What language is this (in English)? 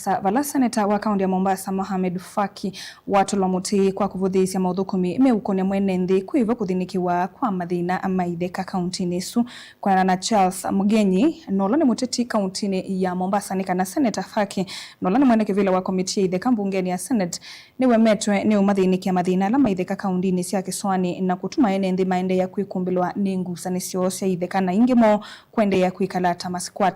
Kamba